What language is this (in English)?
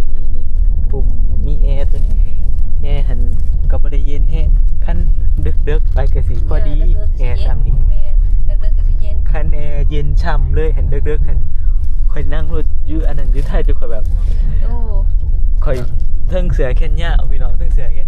Northeastern Thai